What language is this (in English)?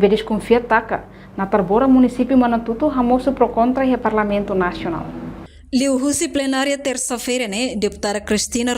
Tetum